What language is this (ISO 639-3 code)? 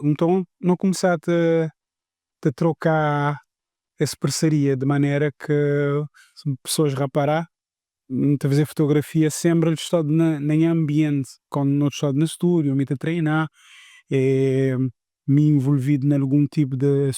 kea